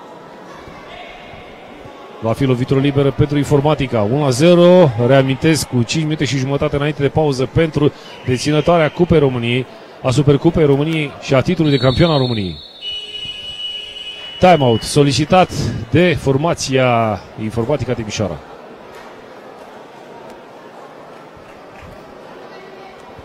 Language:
Romanian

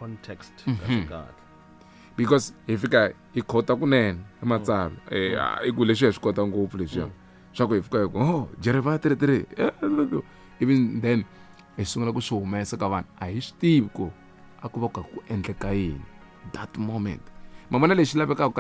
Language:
Tsonga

